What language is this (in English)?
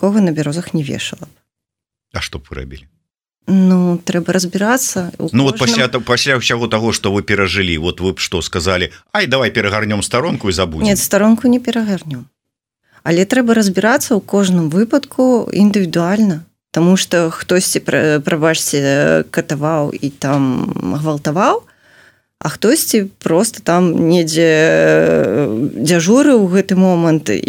Belarusian